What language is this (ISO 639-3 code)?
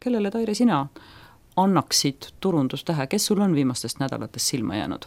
est